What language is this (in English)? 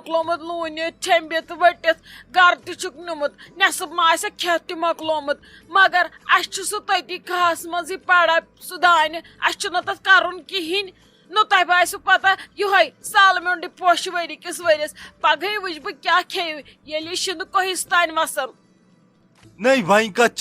Kashmiri